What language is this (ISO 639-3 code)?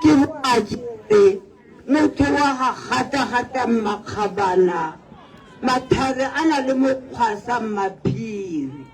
tsn